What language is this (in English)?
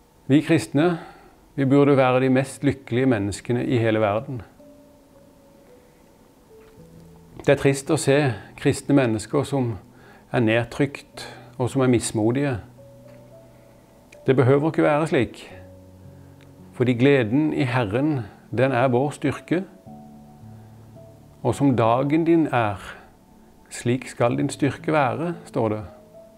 Norwegian